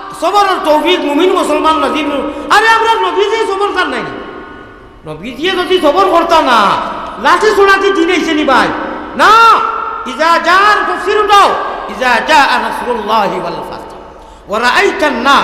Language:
Sylheti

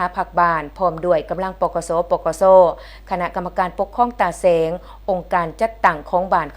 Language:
Lao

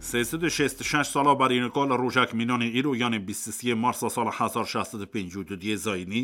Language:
Kurdish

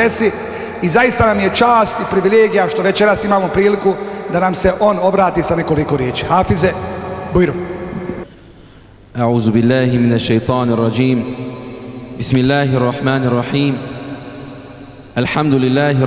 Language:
Bosnian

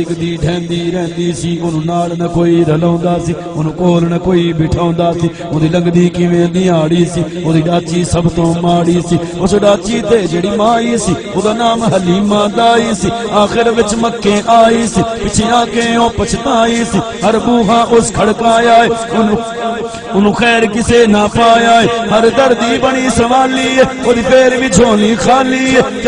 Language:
Saraiki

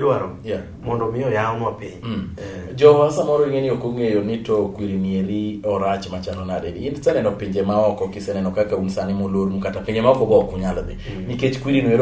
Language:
Luo (Kenya and Tanzania)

